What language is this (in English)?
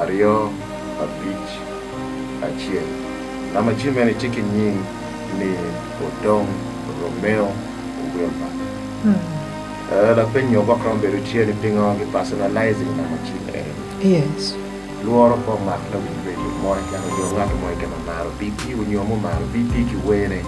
Acoli